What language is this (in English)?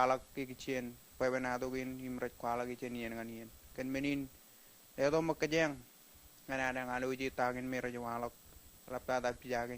Marshallese